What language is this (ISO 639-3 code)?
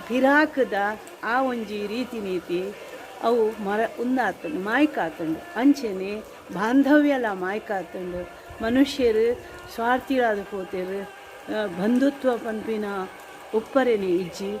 tcy